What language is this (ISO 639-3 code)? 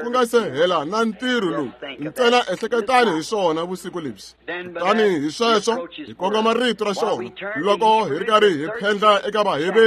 tso